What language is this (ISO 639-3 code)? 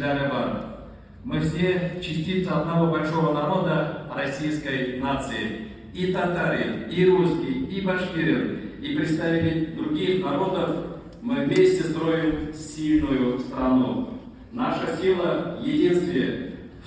tat